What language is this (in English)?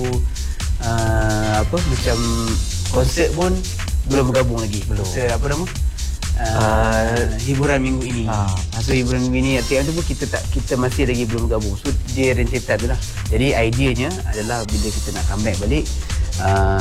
Malay